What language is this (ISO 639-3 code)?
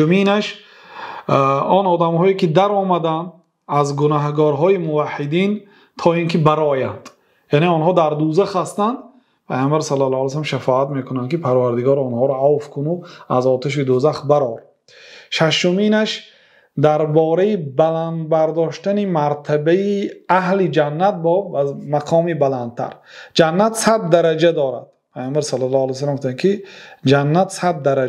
fas